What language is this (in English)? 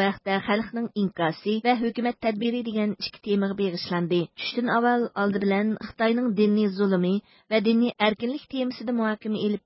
Uyghur